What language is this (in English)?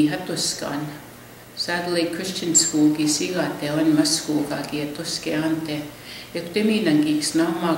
Plains Cree